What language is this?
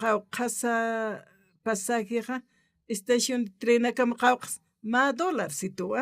Aymara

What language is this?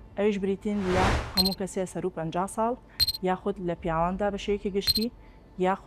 Central Kurdish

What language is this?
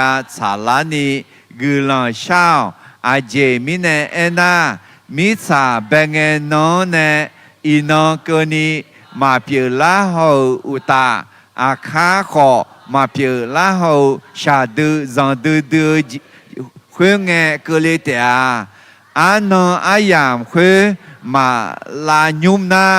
Akha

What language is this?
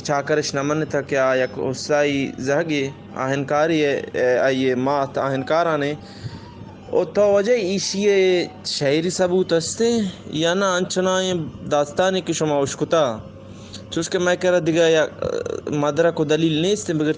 Eastern Balochi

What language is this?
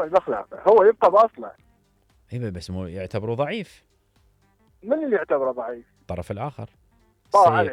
Mesopotamian Arabic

